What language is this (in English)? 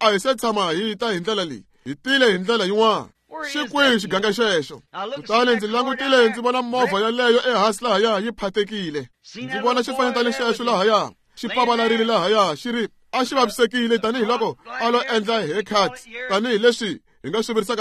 Tsonga